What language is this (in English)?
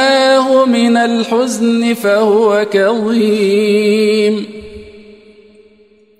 Arabic